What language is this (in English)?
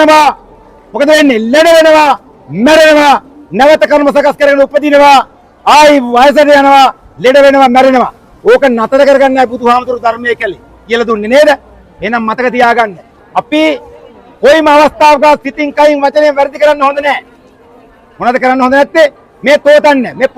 Sinhala